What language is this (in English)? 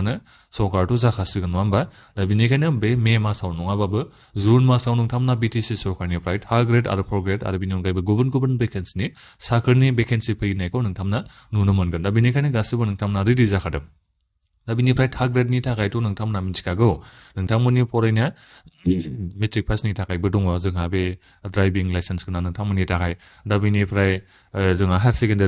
Bodo